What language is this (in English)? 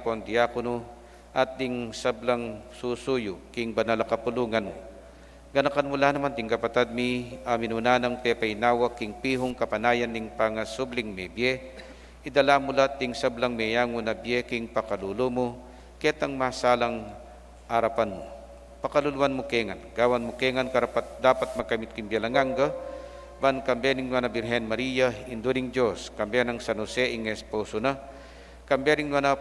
Pampanga